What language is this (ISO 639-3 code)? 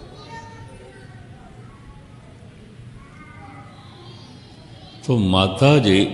pan